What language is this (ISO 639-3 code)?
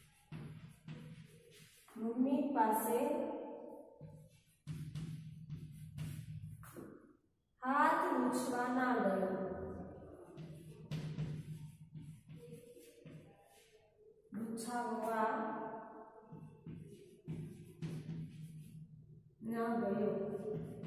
guj